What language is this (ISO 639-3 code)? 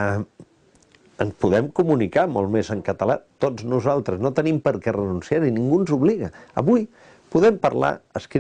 cat